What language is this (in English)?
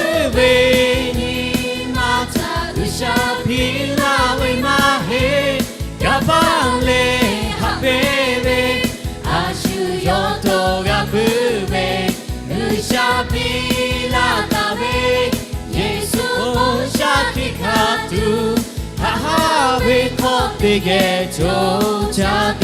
Lahu